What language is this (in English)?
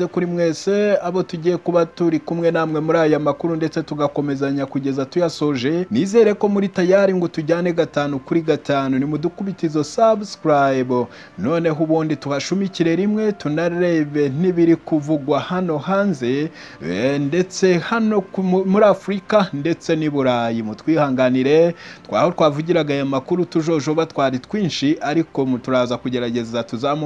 Kinyarwanda